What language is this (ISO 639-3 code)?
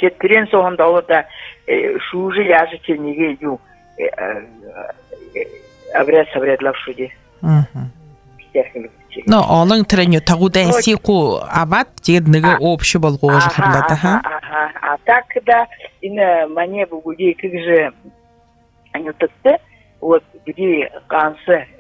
bua